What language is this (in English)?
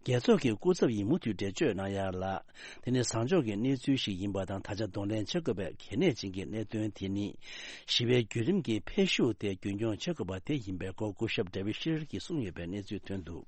Tibetan